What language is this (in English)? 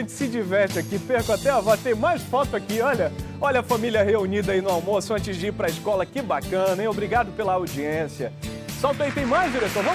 Portuguese